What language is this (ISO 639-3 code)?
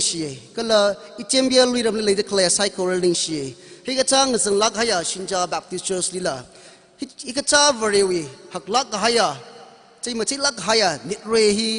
nmf